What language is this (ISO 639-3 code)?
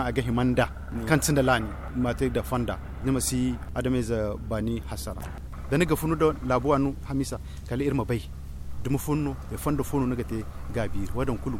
dje